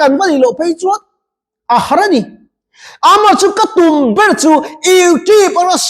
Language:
Mizo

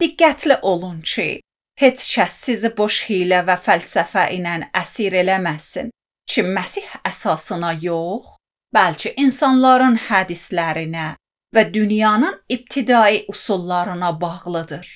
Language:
Azerbaijani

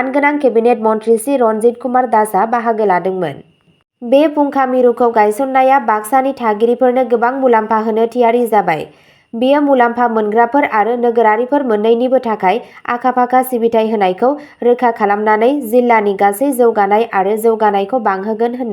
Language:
Bodo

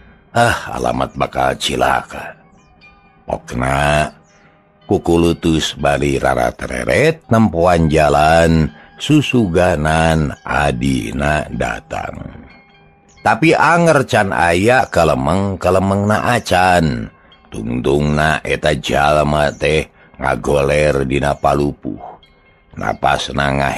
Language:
Sundanese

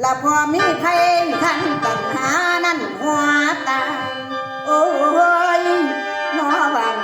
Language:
Northeastern Thai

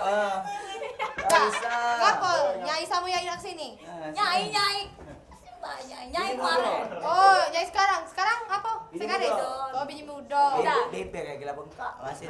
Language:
Musi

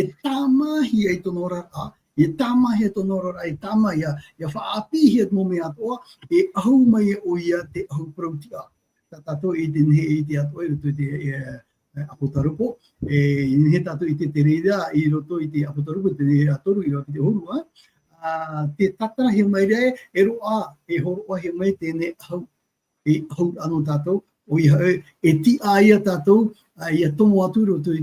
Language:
Tahitian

